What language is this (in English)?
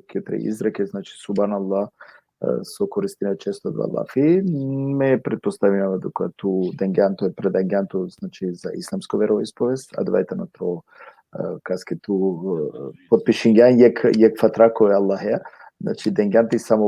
Balkan Romani